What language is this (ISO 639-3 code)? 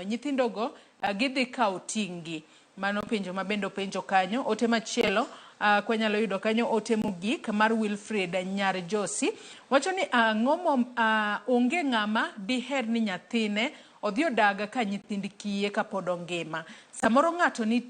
luo